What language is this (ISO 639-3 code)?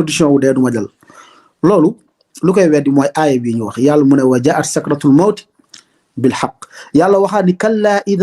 wol